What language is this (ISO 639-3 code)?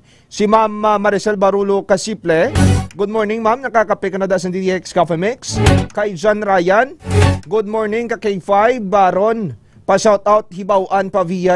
hil